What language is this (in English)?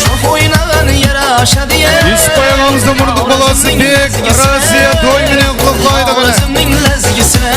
Kara-Kalpak